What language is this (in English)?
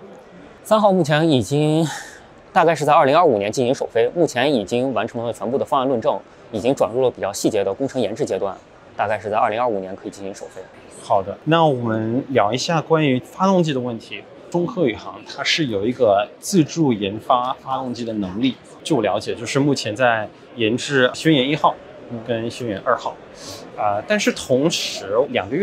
Chinese